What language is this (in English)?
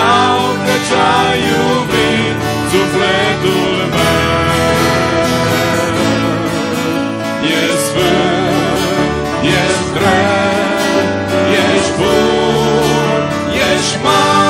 Romanian